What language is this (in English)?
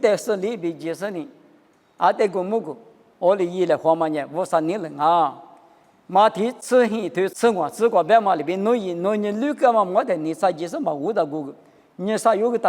Lisu